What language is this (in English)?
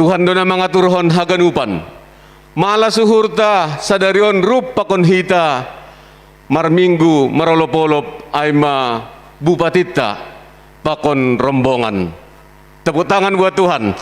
Batak Simalungun